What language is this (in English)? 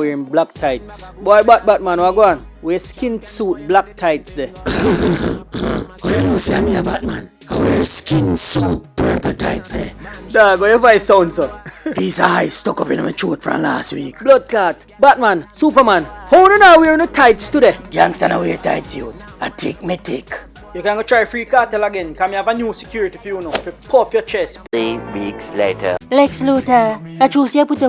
Jamaican Creole English